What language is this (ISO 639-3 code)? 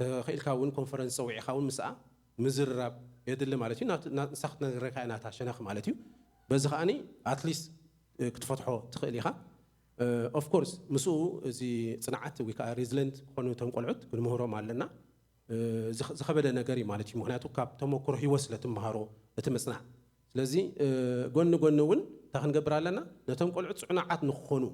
tir